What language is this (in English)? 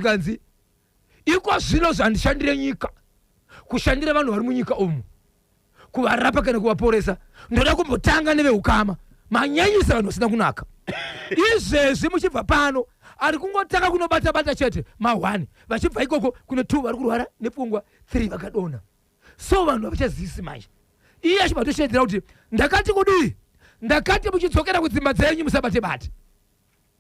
Shona